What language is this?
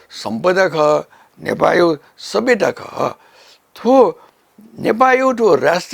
Newari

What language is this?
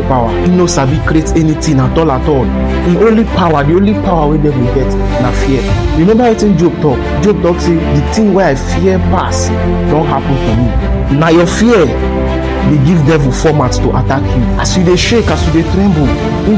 Nigerian Pidgin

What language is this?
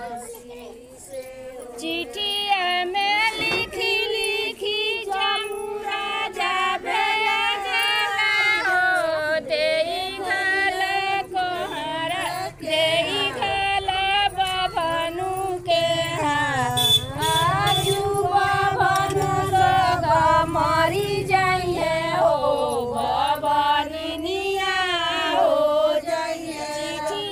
Bhojpuri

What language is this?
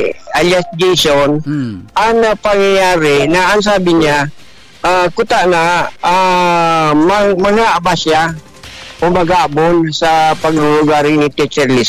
Bikol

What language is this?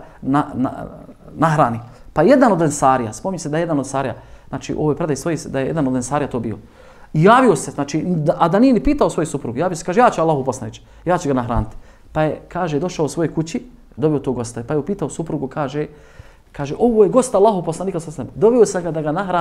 Bosnian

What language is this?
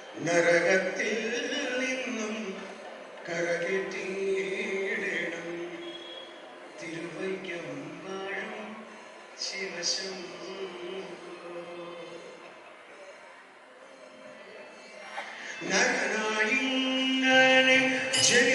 Malayalam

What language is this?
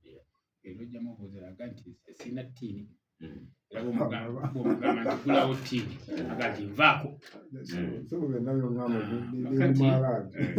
Ganda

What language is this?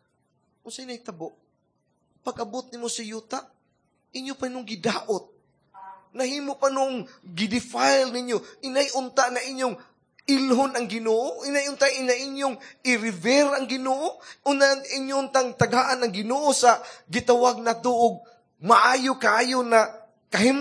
Cebuano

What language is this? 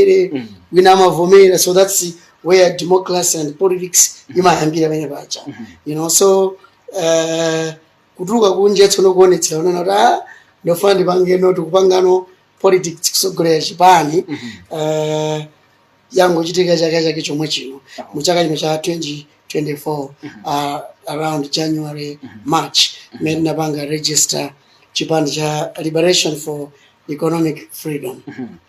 Nyanja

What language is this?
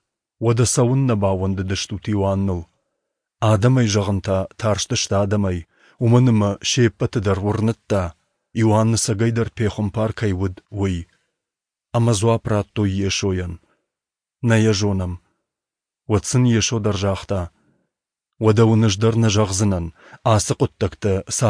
Ossetic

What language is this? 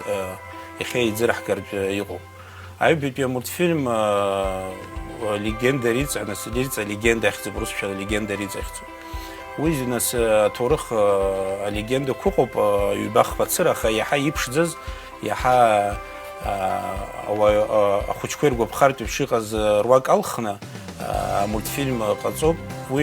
Abkhazian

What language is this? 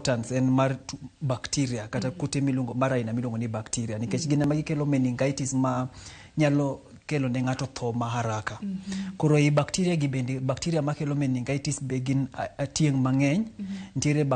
Luo (Kenya and Tanzania)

